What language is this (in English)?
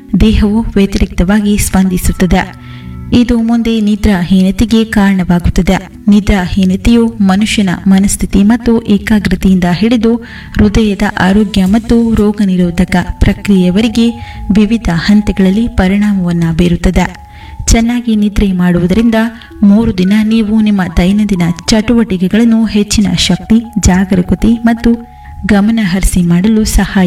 Kannada